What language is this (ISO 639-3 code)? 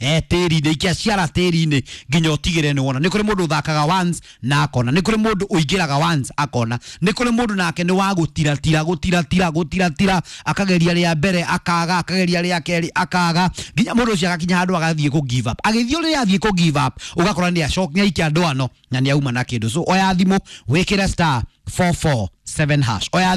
kik